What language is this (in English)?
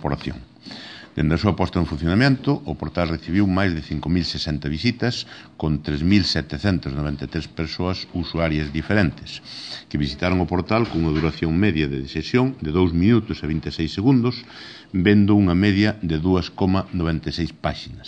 Galician